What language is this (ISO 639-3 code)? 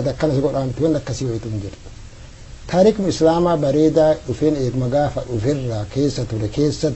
orm